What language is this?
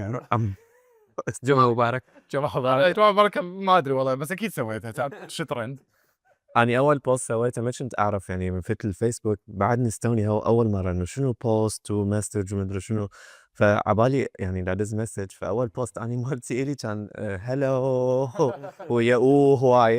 Mesopotamian Arabic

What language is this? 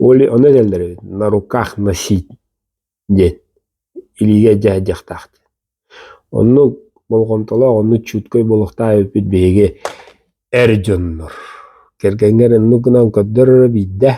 Yakut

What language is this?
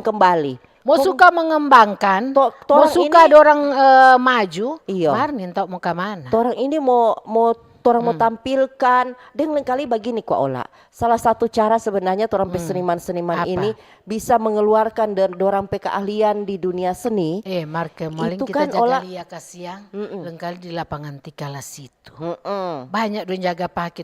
Manado Malay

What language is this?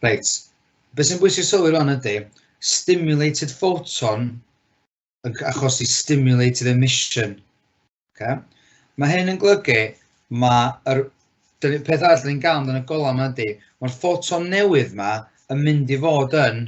Welsh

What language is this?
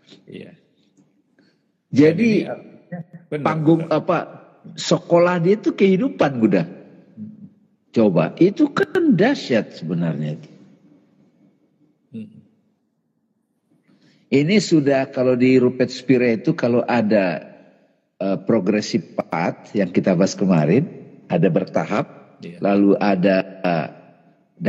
Indonesian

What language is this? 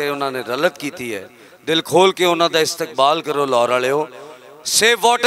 Western Panjabi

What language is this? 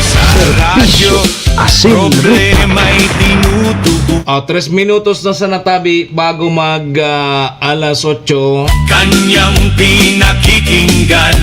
Bikol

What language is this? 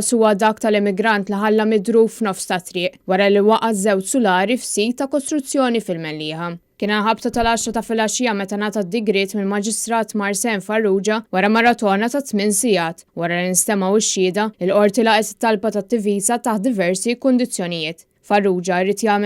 Maltese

